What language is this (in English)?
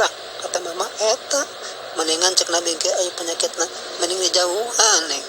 Sundanese